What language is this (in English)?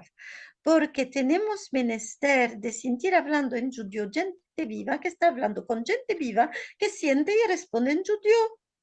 Ladino